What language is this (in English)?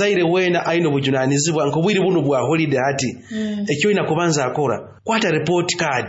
Nyoro